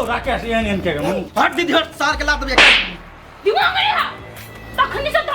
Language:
Maithili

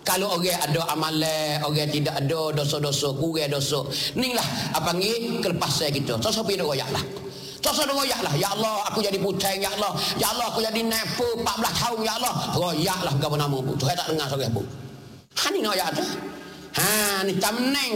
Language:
Malay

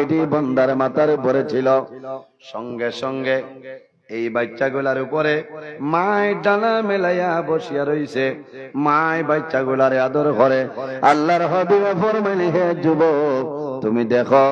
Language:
Sylheti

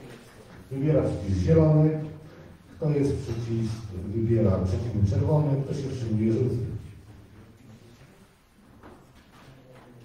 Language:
Polish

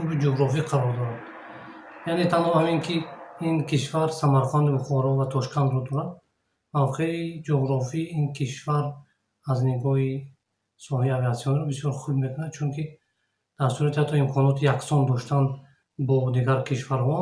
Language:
Tajik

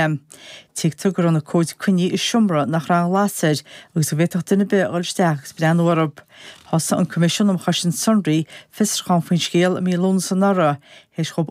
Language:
Irish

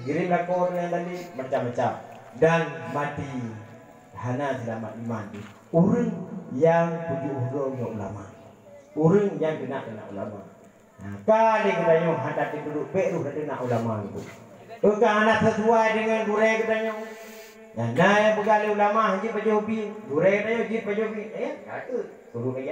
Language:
Achinese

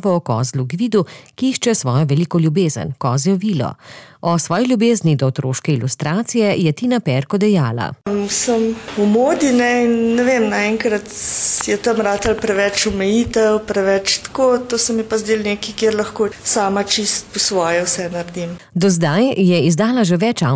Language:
Slovenian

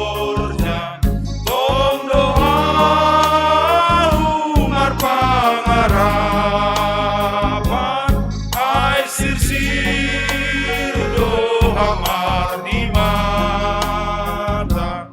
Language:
Batak Simalungun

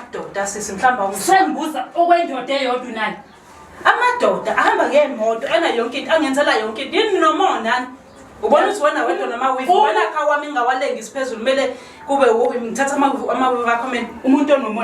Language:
Zulu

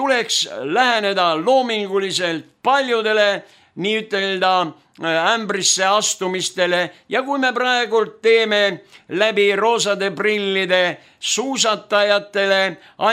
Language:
Estonian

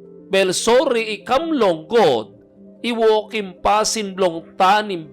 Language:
Tok Pisin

